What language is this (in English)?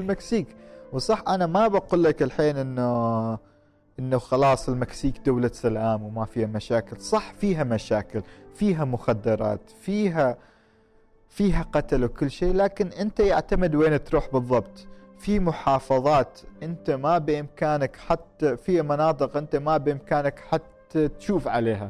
Gulf Arabic